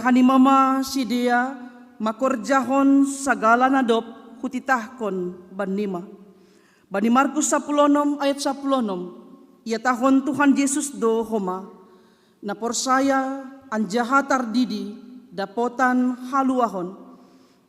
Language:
Batak Simalungun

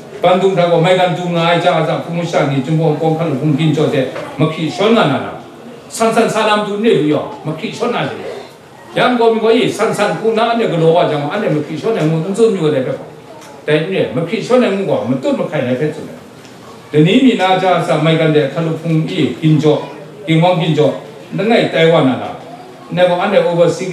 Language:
Kachin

